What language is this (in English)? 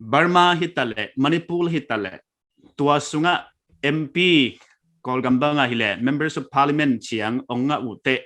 Paite Chin